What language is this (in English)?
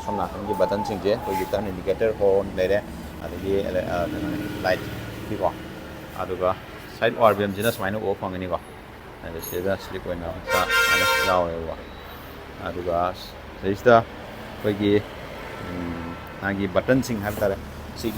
Manipuri